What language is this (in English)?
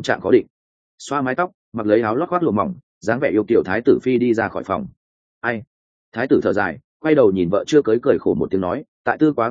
Vietnamese